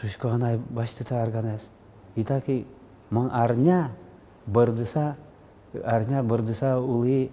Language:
Udmurt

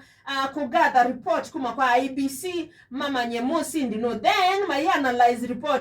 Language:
Kamba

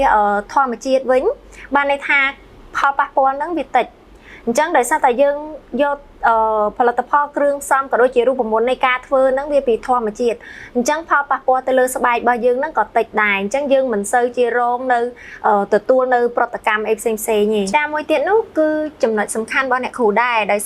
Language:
Khmer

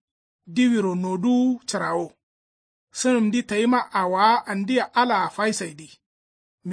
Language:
Kanuri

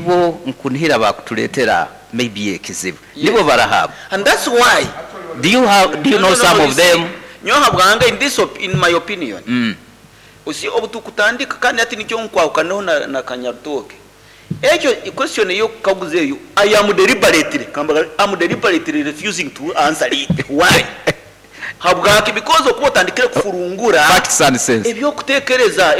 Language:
Nyoro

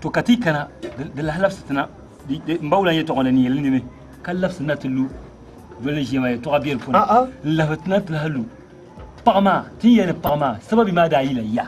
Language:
Dagbani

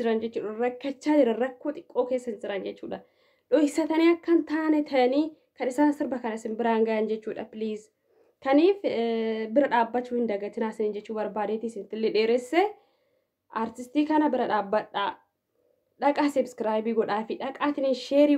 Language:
Oromo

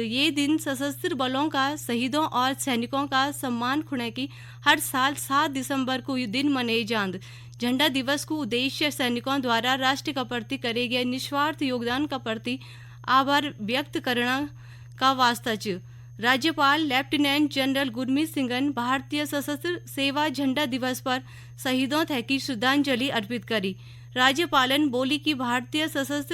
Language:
Garhwali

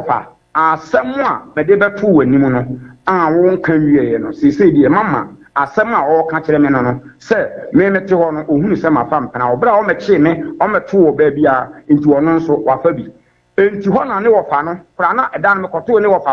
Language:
Akan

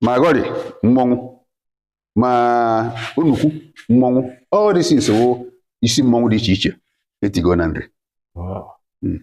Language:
Igbo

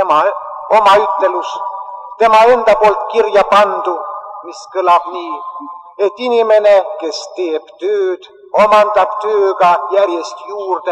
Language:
Estonian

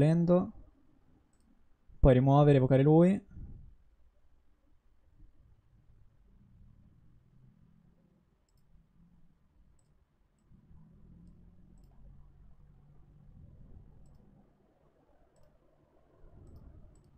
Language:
Italian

